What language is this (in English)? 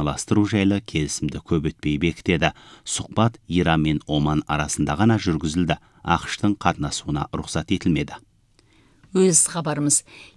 Kazakh